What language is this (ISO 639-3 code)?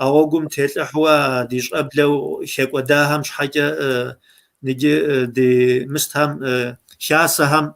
kbd